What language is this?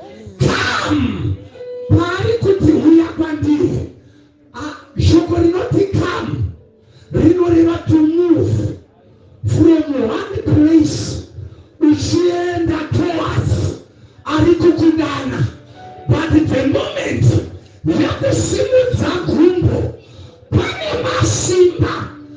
Shona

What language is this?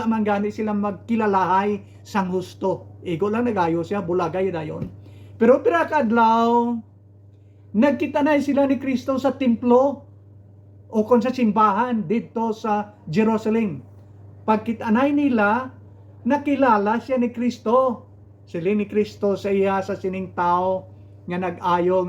Hiligaynon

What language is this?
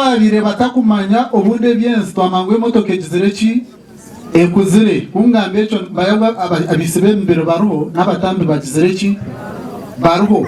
Nyankole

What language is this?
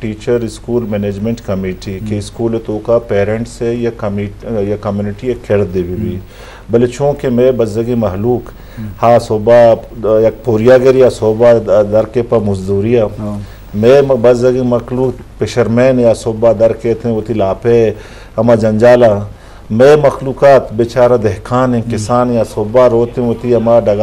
Eastern Balochi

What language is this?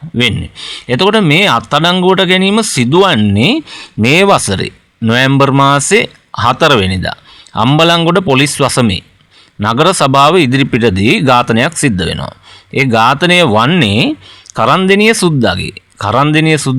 Sinhala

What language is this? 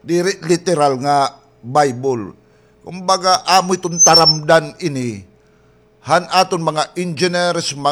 Waray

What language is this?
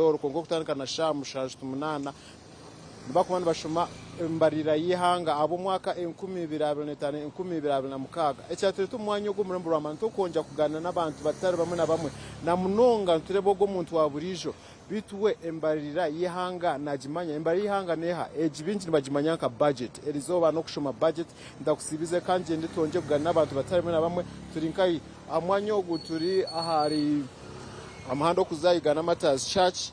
Nyankole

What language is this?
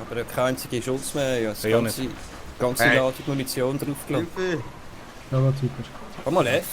Swiss German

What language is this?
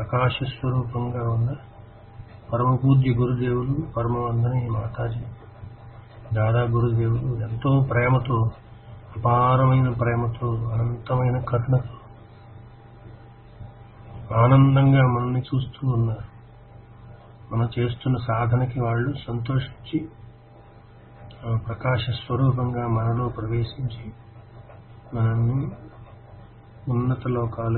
Telugu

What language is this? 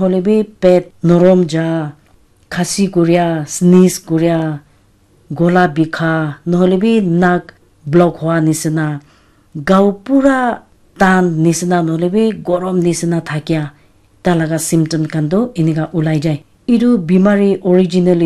Naga Pidgin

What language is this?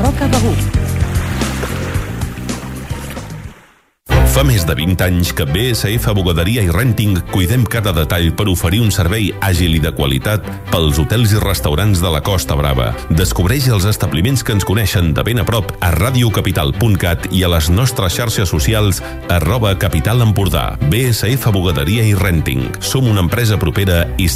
Catalan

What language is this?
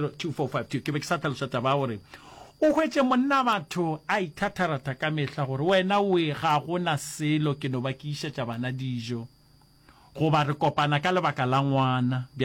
Northern Sotho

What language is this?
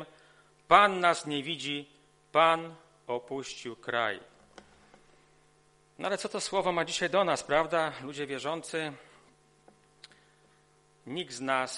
Polish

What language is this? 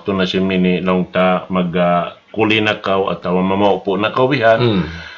Tausug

